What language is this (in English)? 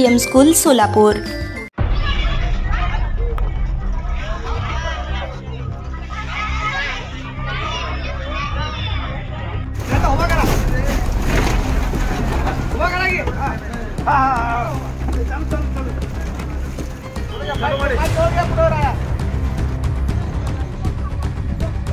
Marathi